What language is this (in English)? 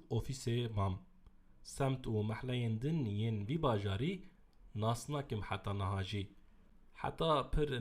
Kurdish